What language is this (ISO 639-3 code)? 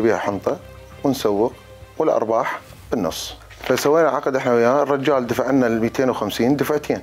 acm